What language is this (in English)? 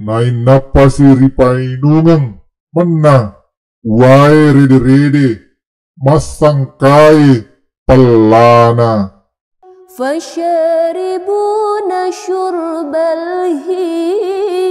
Buginese